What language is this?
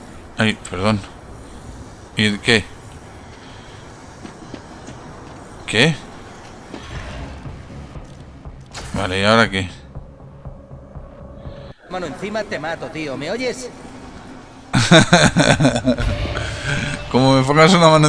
Spanish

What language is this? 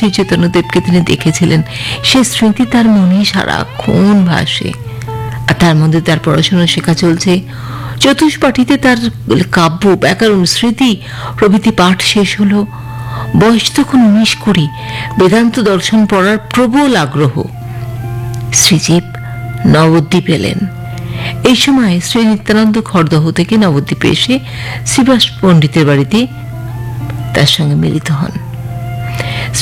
Bangla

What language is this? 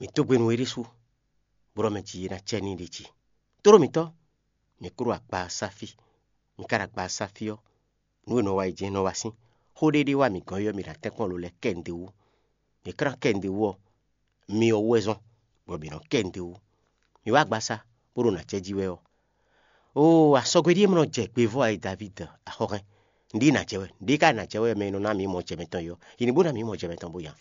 Fon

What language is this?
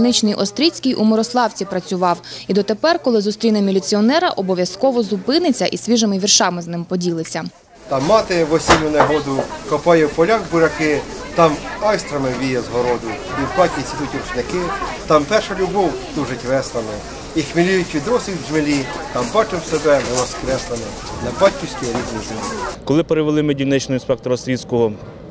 Ukrainian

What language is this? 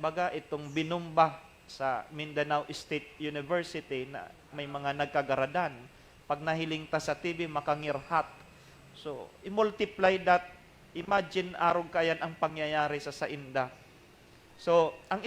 Bikol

